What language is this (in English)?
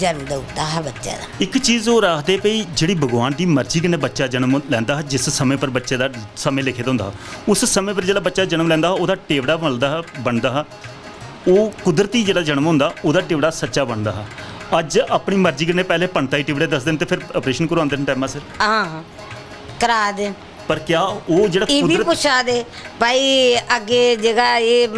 Dogri